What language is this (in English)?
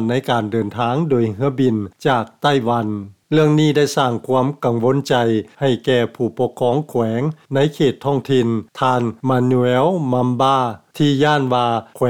Lao